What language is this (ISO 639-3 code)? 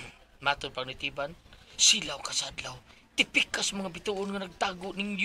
ceb